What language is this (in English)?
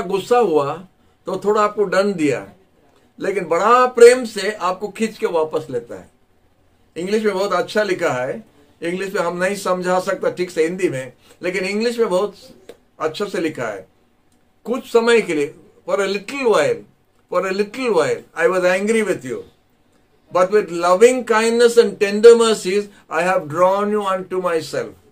Hindi